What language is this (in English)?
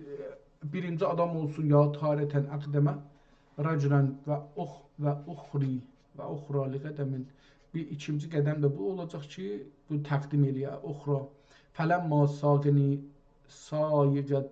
South Azerbaijani